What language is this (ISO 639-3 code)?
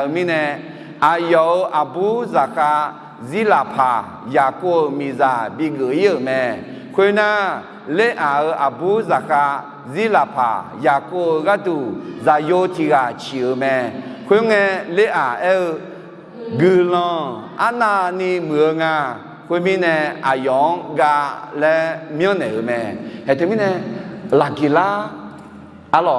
ahk